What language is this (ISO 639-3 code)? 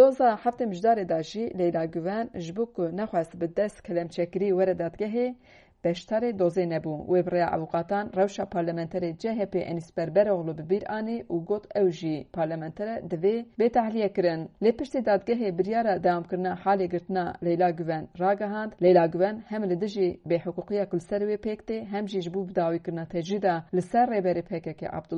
kur